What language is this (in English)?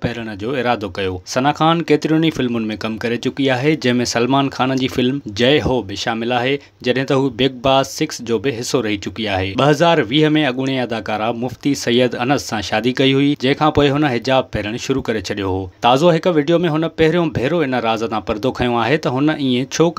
Sindhi